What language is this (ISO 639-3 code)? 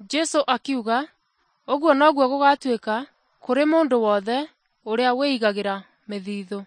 kik